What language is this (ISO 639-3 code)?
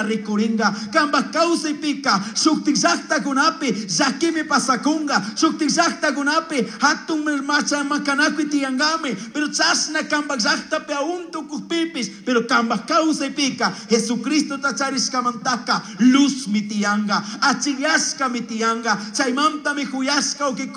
qug